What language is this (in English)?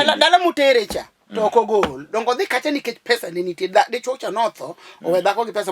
Luo (Kenya and Tanzania)